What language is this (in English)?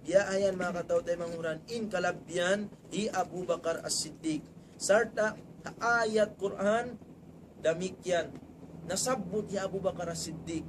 Tausug